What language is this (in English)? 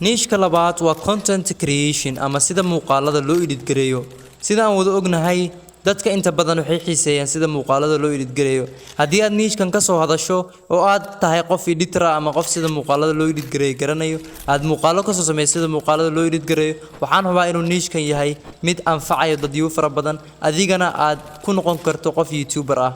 Somali